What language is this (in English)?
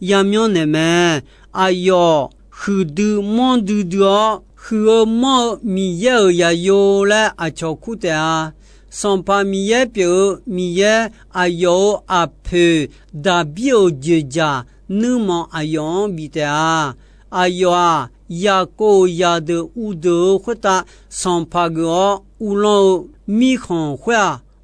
Akha